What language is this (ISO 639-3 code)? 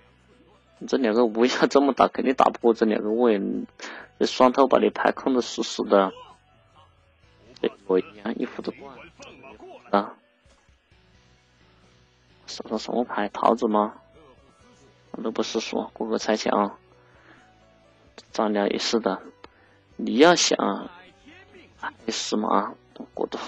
zho